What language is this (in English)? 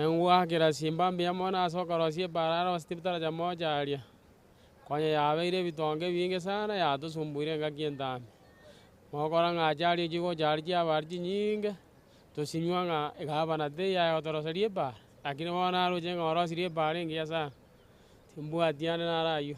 Gusii